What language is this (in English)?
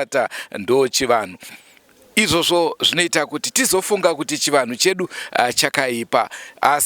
Shona